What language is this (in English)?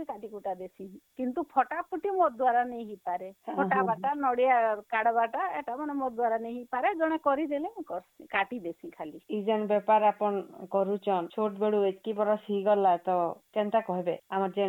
Odia